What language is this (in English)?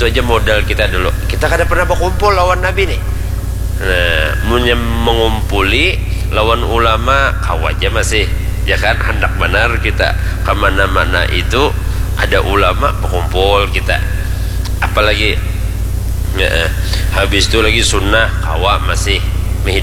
Banjar